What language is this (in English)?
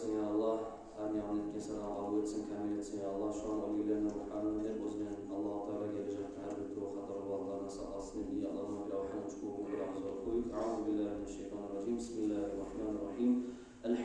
Kumyk